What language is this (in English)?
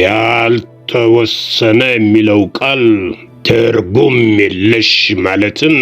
Amharic